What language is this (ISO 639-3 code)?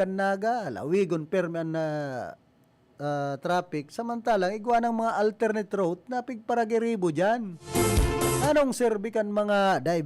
bik